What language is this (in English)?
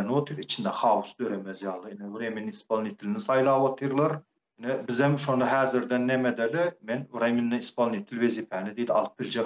Turkmen